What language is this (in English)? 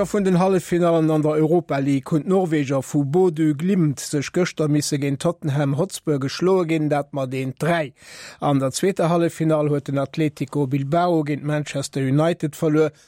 Luxembourgish